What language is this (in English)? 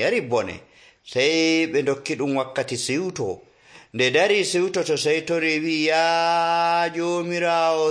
Nigerian Fulfulde